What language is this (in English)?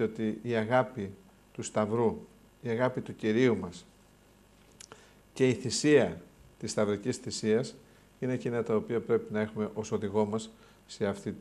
Greek